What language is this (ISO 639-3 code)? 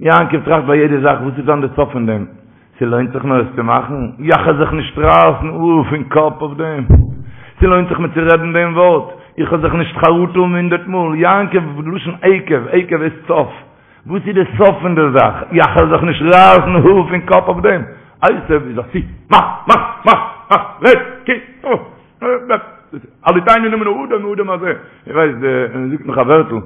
yid